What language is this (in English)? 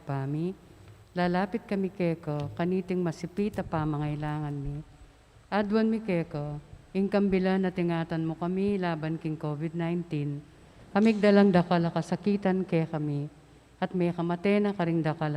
Pampanga